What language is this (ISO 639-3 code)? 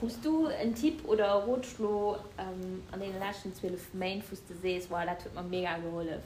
ltz